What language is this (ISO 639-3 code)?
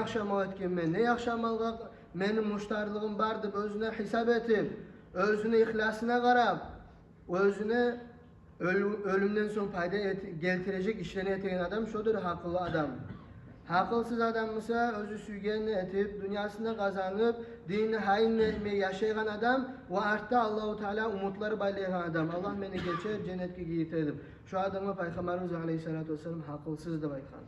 kum